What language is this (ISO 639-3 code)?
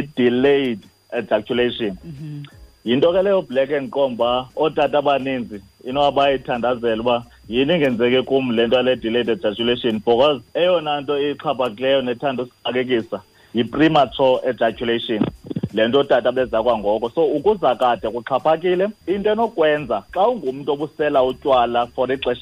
xho